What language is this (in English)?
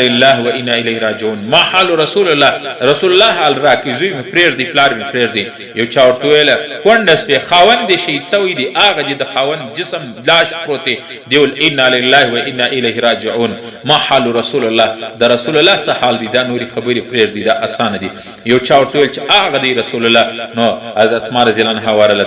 Pashto